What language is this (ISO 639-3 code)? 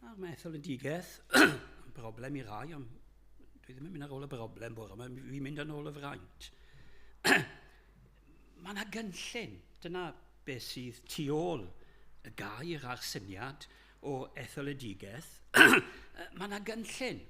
cym